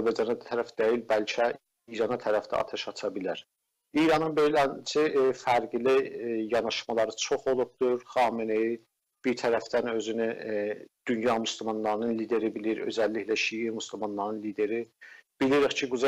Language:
South Azerbaijani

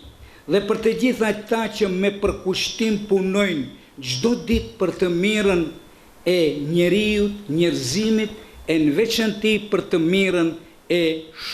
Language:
Albanian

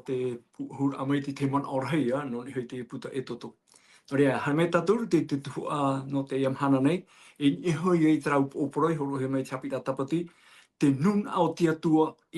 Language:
Tahitian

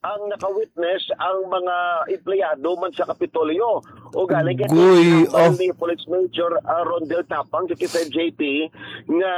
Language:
Hiligaynon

